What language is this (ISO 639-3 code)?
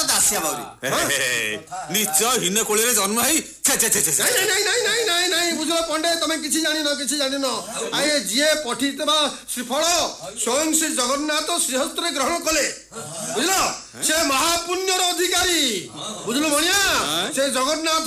ori